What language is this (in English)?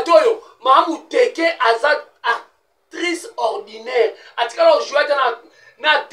Lingala